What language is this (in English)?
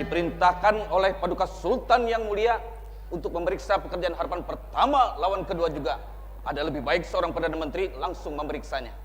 Banjar